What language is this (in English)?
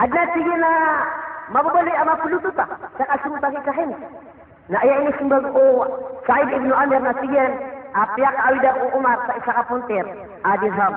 Maranao